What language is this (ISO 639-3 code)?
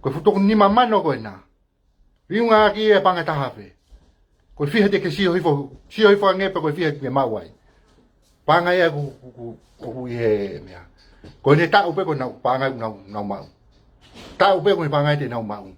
ton